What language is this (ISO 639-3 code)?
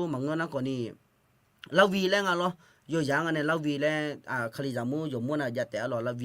ahk